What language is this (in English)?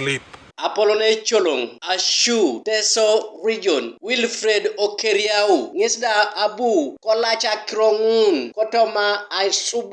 Teso